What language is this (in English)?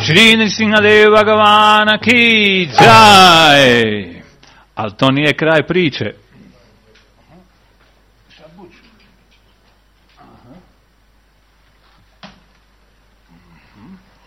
Croatian